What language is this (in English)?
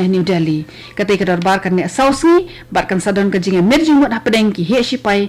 Khasi